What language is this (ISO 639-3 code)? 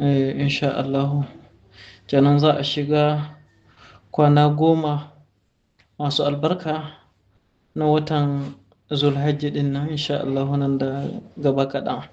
hau